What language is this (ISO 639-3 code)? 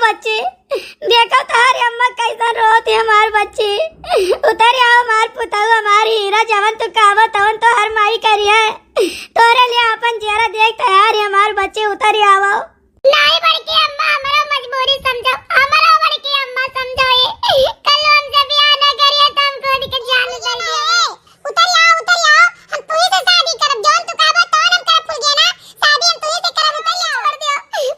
awa